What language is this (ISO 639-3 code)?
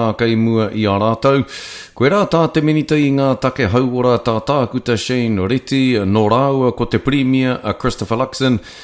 mri